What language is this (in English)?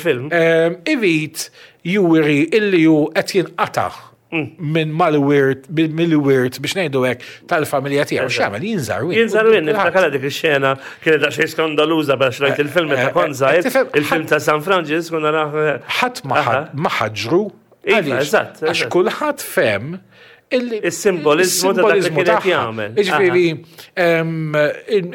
Maltese